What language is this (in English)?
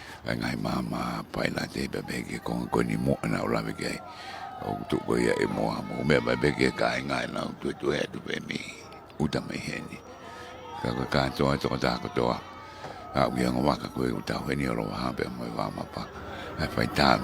Tongan